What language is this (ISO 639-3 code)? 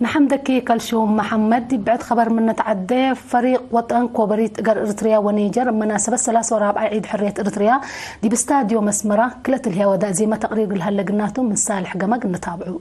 tig